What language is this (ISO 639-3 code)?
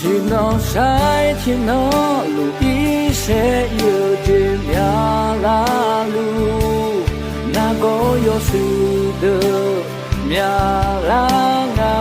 ahk